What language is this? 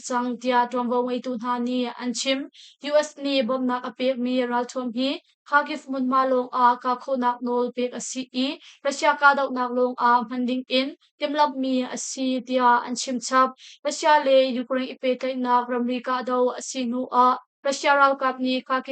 Hakha Chin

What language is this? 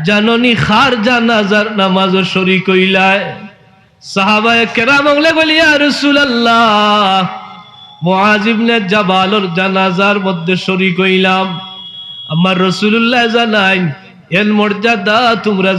Sylheti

